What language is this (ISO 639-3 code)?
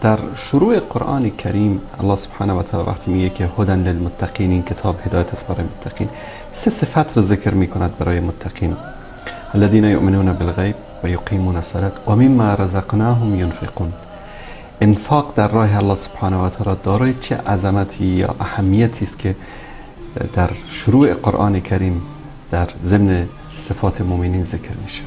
fas